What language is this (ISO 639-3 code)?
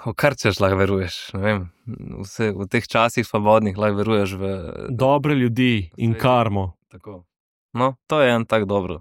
slv